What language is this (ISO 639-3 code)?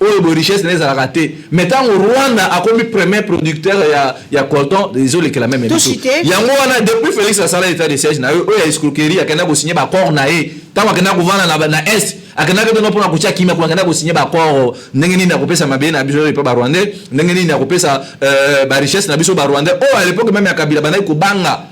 lin